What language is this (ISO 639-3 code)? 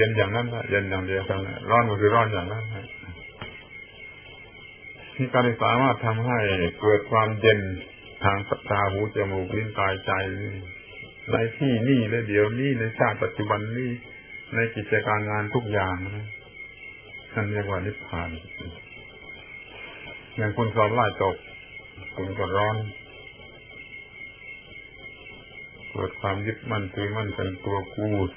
tha